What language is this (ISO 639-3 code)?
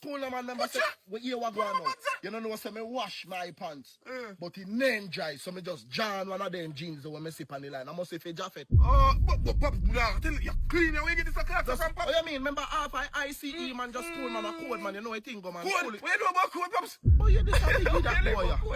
jam